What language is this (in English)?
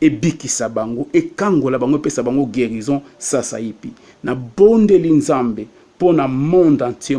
Lingala